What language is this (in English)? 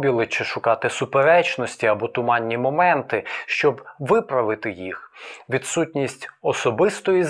Ukrainian